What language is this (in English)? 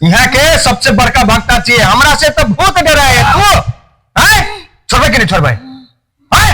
Maithili